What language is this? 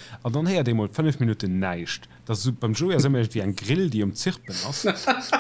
Luxembourgish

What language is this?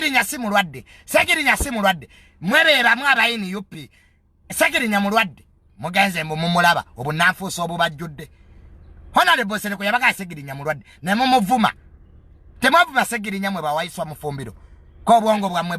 Ganda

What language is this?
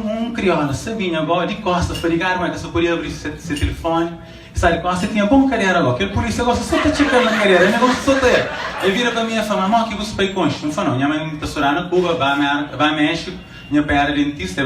Kabuverdianu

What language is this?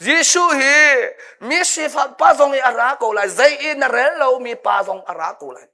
Hakha Chin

